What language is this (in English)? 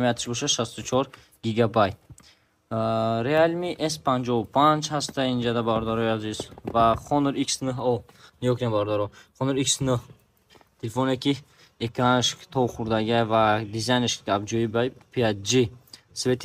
Tajik